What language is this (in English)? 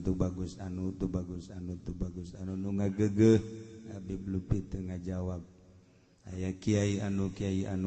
Sundanese